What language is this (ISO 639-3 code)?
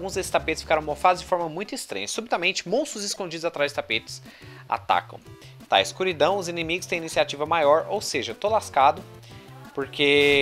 por